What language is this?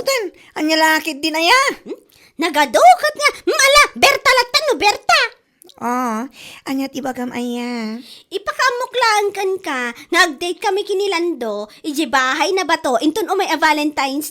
Iloko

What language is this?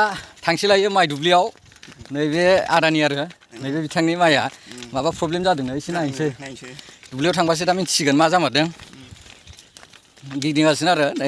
Bodo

